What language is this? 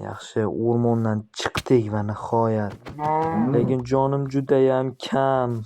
Uzbek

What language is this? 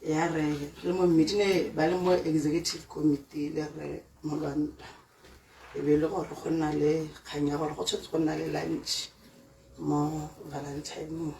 Tswana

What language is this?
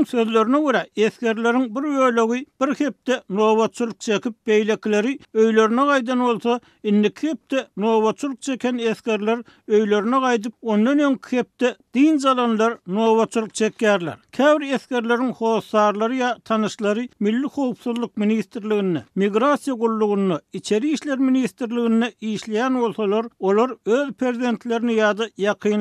Turkmen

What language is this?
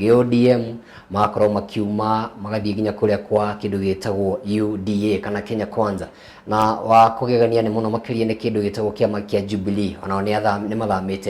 Kikuyu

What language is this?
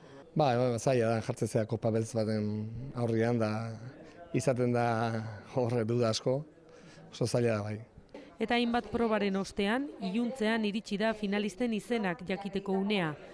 Basque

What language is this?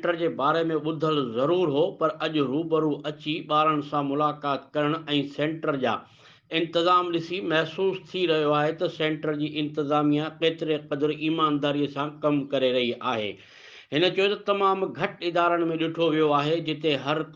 Sindhi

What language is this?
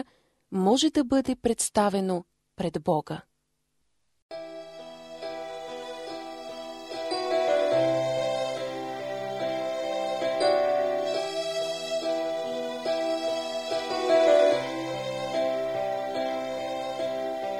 Bulgarian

